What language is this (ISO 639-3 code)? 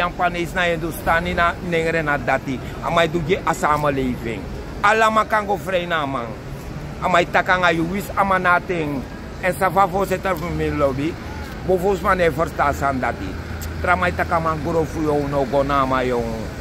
srn